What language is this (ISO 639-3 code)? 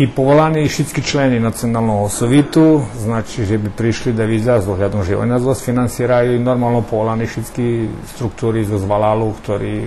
rue